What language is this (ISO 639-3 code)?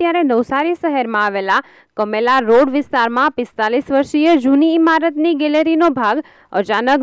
guj